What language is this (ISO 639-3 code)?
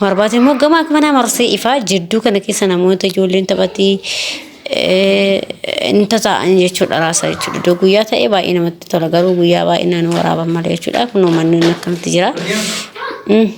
orm